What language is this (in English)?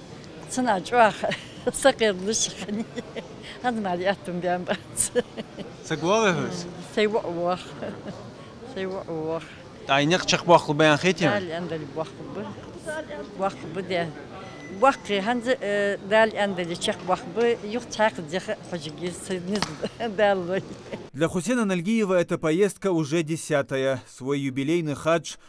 Ingush